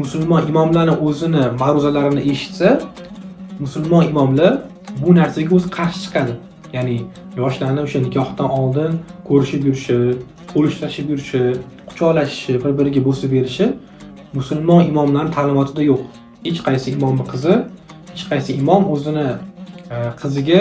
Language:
Uzbek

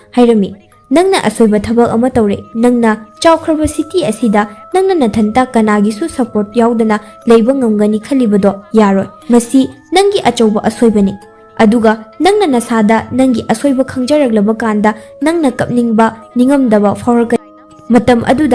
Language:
Manipuri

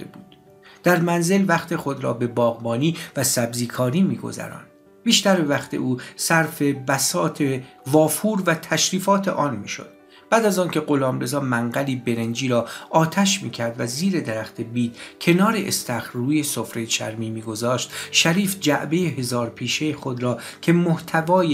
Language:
Persian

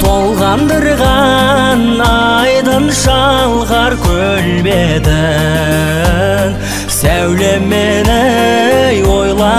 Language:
Kazakh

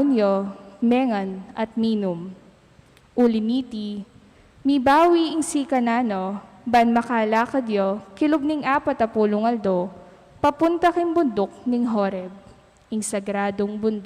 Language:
Pampanga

